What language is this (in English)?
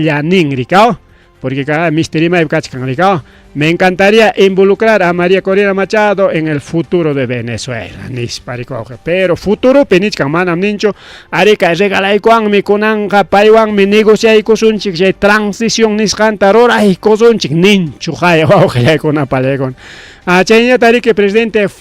Ayacucho Quechua